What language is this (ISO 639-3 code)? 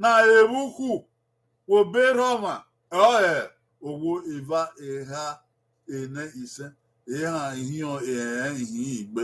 bin